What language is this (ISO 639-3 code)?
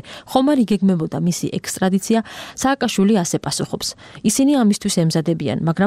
kat